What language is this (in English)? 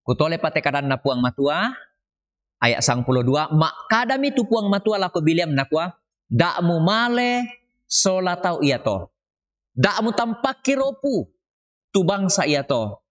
Toraja-Sa'dan